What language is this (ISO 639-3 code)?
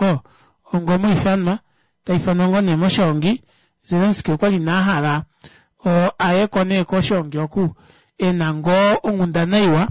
kua